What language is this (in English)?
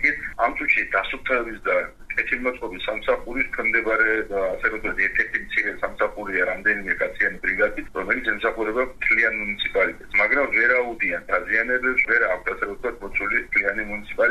Georgian